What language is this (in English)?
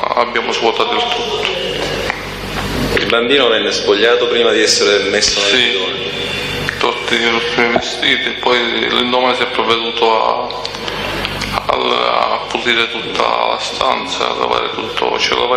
Italian